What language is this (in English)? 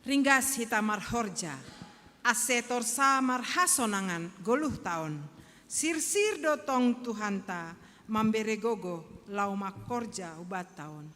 Batak Simalungun